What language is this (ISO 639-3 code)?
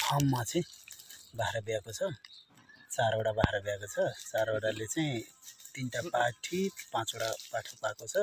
nep